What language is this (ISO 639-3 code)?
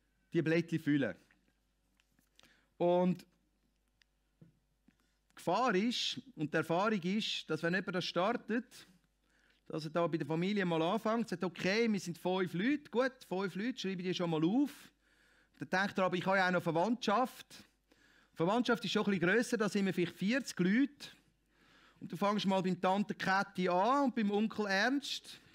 deu